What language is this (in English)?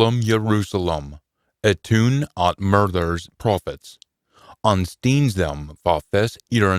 Scots